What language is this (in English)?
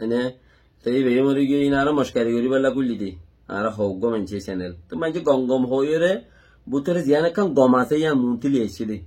Rohingya